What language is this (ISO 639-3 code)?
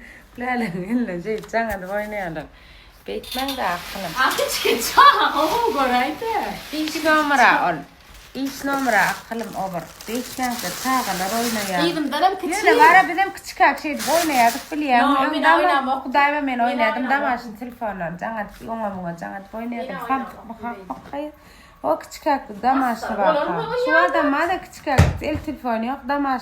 tuk